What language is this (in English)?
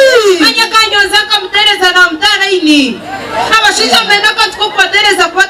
Nyankole